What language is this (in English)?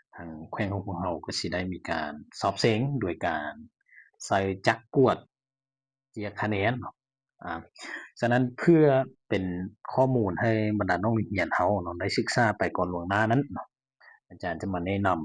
Lao